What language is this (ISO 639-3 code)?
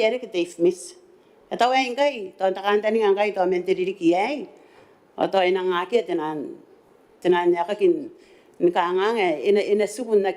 gil